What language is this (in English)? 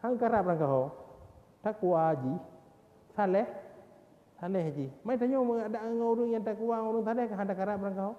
Achinese